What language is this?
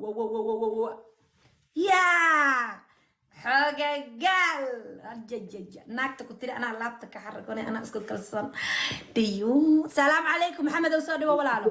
Somali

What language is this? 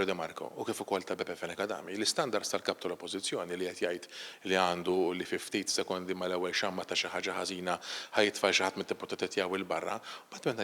Maltese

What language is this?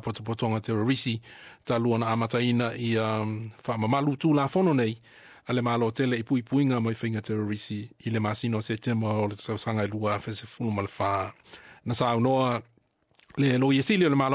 Samoan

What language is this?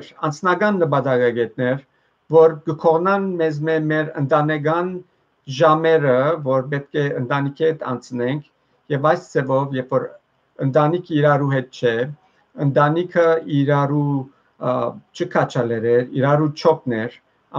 Western Armenian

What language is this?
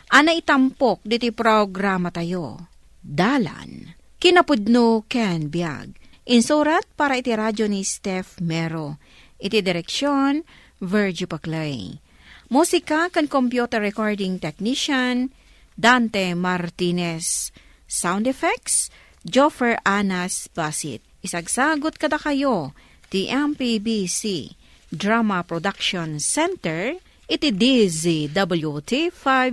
Iloko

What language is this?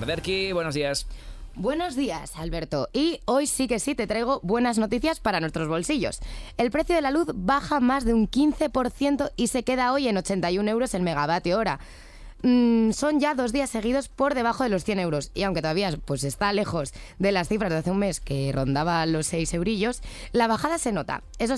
Spanish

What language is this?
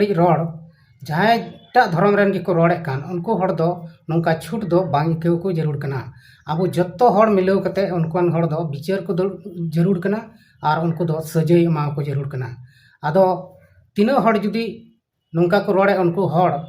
Santali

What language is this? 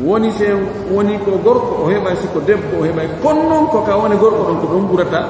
Pular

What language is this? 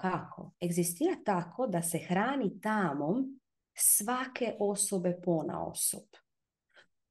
Croatian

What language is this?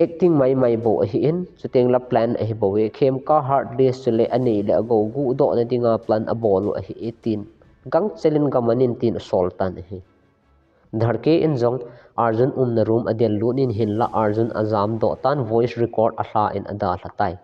Thado Chin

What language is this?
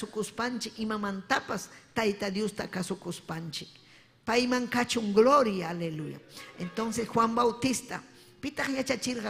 Ayacucho Quechua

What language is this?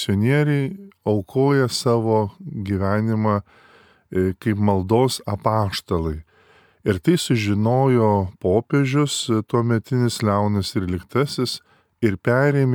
Lithuanian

